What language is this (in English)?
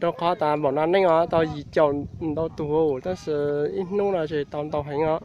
Hmong